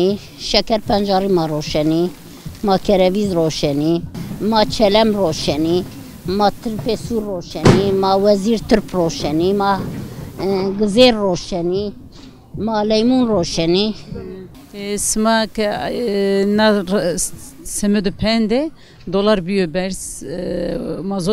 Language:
Zaza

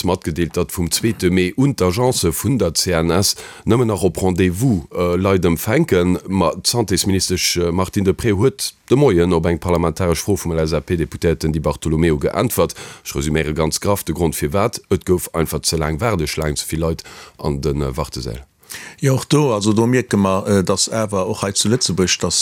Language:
Luxembourgish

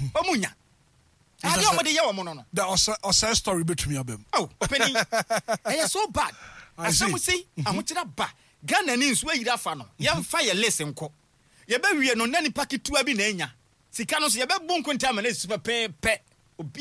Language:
Akan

